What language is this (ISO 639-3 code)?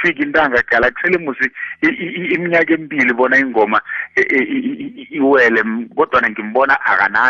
nbl